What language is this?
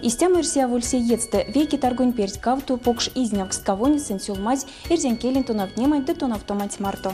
Erzya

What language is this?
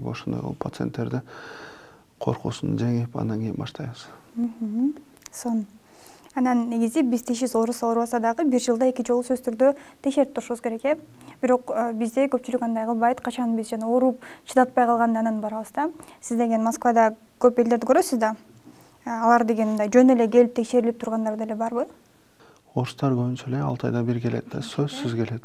Kyrgyz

